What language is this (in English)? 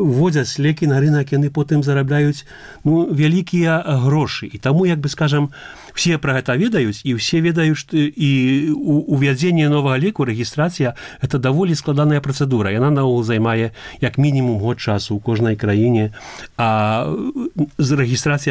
Belarusian